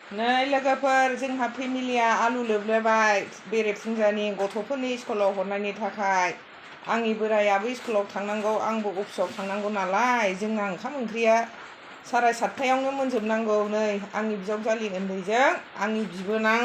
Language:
Bodo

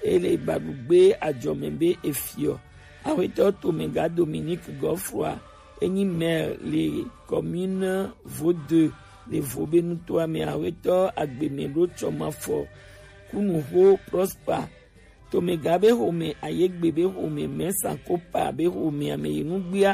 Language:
Gen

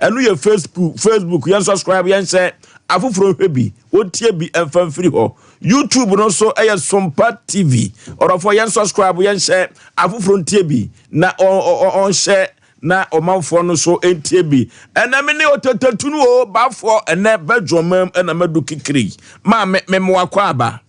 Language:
Akan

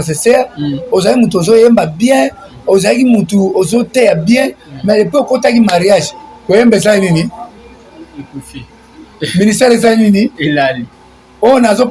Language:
Lingala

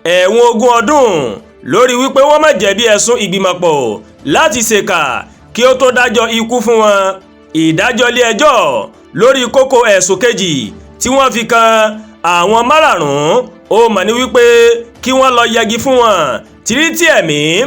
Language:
Yoruba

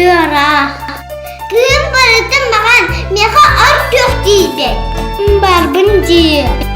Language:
Yakut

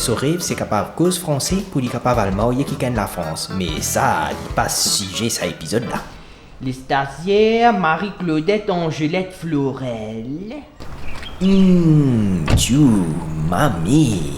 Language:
Morisyen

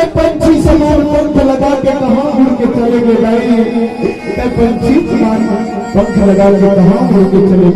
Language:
Chhattisgarhi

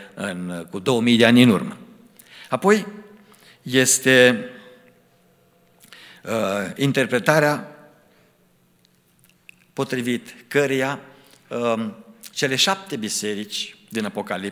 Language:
Romanian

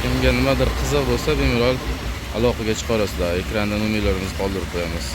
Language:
Uzbek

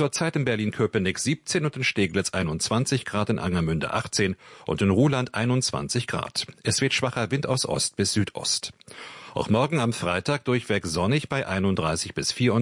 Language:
German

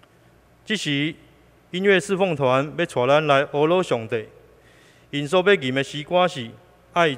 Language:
Min Nan Chinese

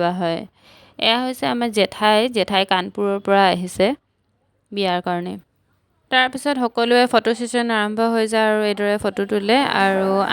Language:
Assamese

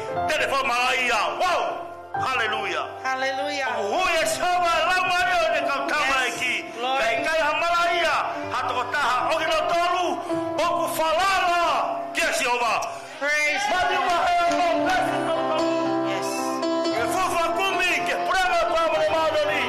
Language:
Tongan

